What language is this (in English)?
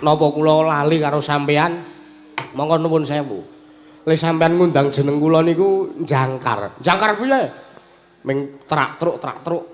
Javanese